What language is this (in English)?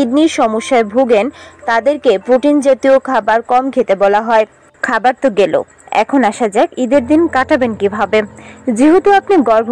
Bangla